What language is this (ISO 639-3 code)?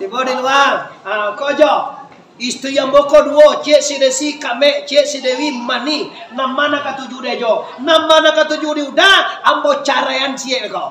min